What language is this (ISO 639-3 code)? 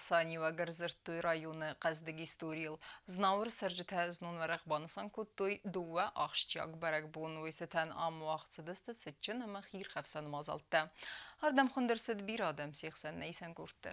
oss